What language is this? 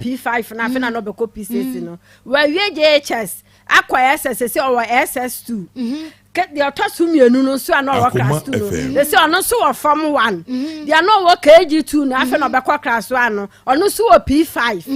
Akan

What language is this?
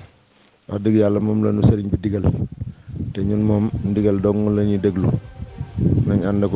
Wolof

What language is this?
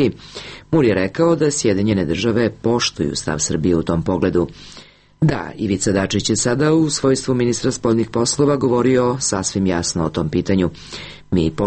Serbian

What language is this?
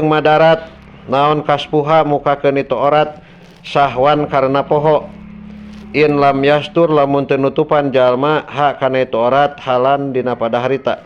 Sundanese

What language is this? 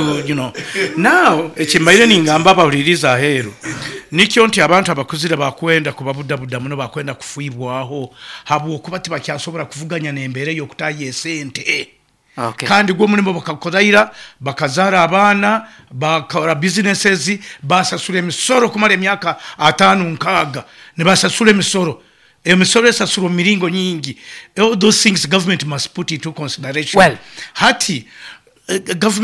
Nyoro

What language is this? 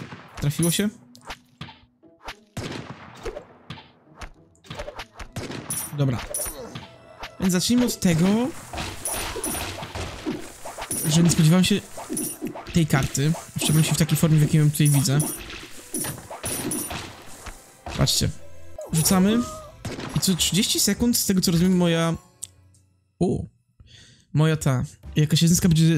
Polish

